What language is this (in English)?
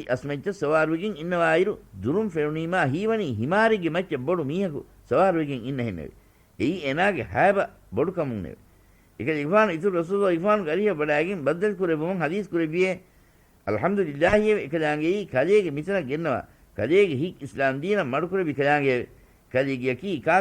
Divehi